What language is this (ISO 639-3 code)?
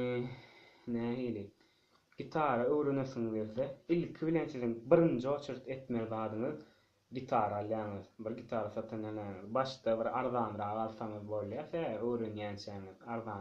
tuk